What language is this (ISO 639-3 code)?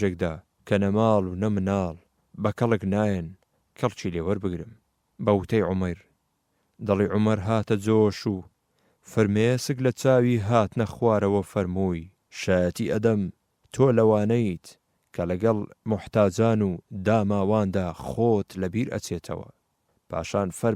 ckb